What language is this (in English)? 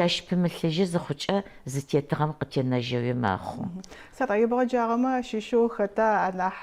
Adyghe